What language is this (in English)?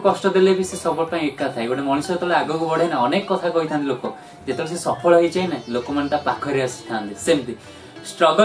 Odia